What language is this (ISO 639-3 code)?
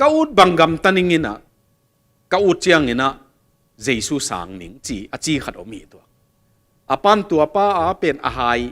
ctd